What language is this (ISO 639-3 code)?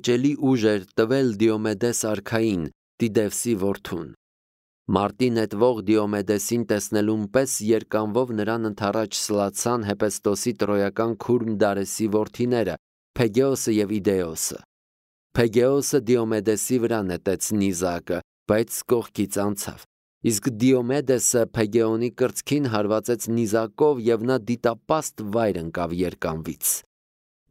hye